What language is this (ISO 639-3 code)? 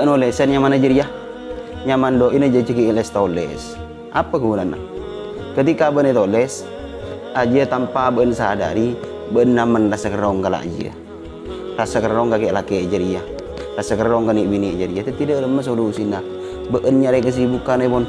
mad